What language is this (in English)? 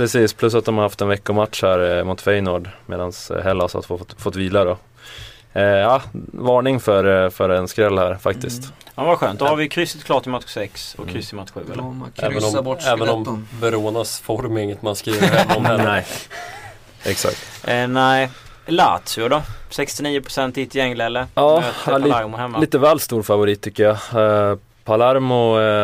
Swedish